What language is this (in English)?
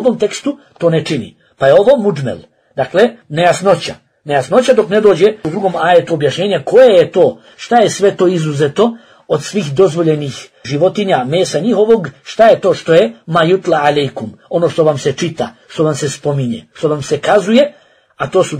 Bosnian